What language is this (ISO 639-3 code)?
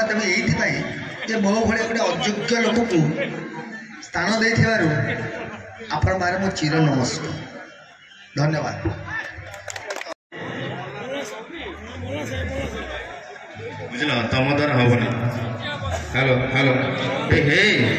ori